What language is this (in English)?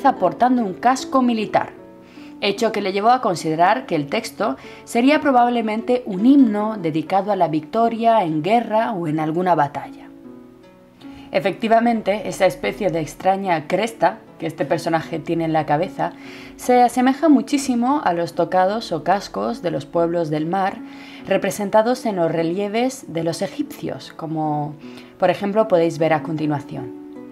Spanish